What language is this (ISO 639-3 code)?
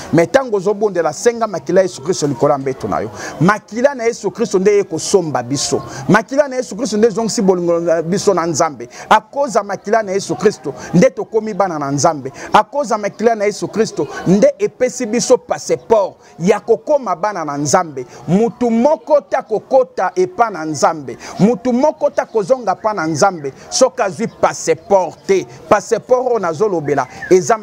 lin